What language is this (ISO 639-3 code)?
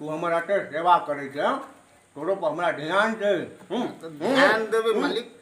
mai